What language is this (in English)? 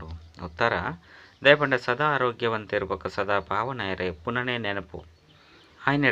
Tulu